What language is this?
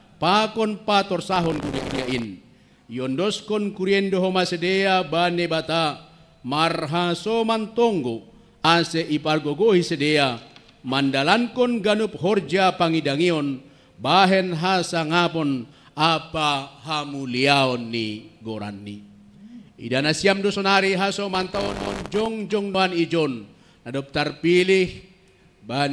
Batak Simalungun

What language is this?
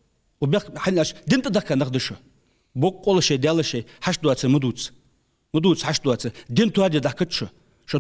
Ingush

